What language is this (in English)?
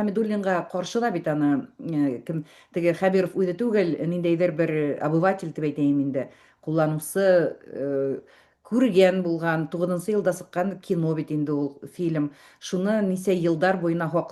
Bashkir